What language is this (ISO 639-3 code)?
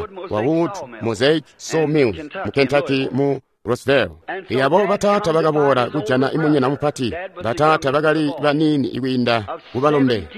toi